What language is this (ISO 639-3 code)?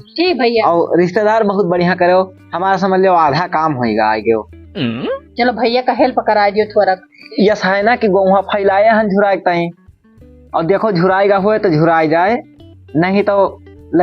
awa